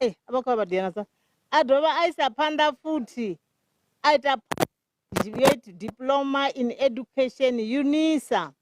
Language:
Venda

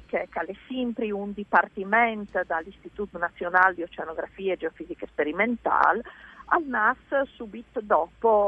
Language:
Friulian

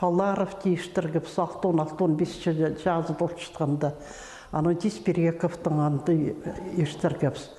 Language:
Khakas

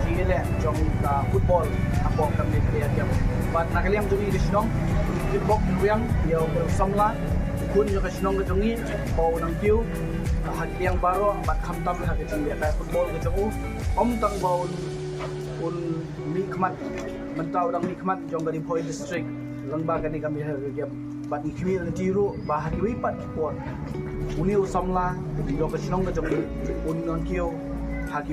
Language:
Khasi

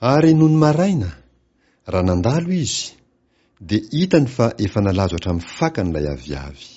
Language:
Malagasy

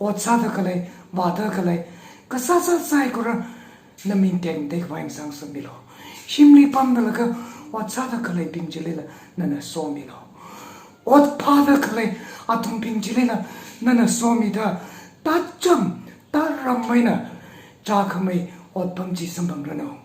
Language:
Tangkhul Naga (India)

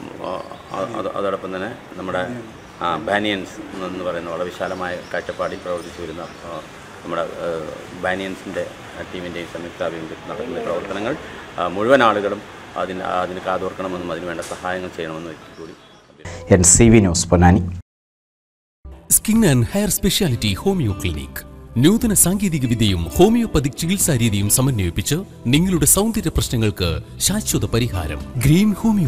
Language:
Malayalam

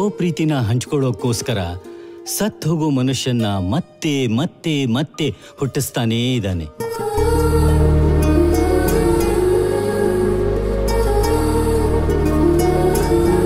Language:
Kannada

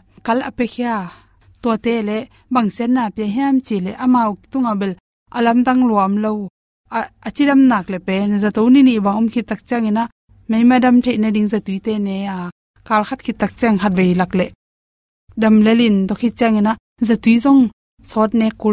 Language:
Tedim Chin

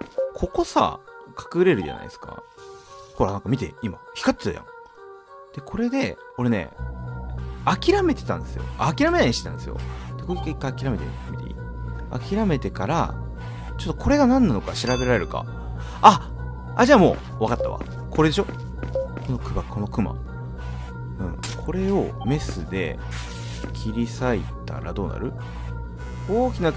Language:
Japanese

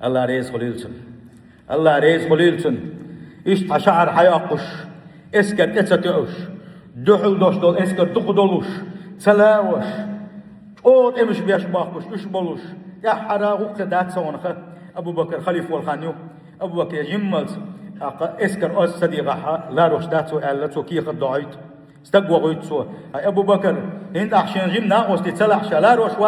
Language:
Chechen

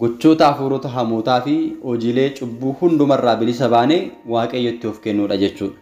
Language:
Oromo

